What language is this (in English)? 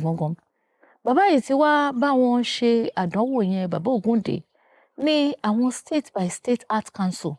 Yoruba